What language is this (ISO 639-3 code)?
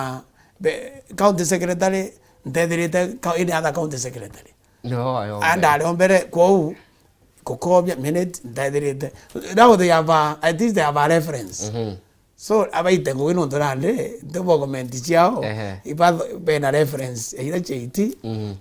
mer